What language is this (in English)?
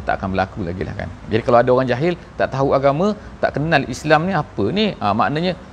Malay